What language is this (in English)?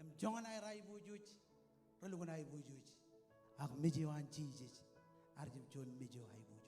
Marshallese